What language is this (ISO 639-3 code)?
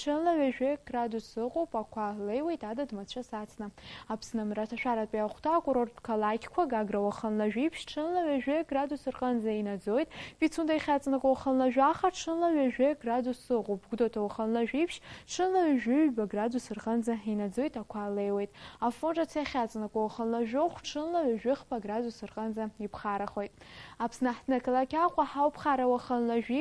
abk